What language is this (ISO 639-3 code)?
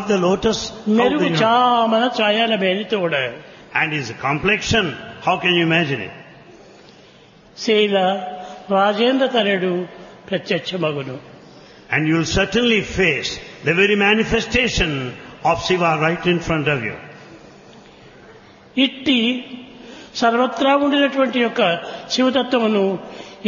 tel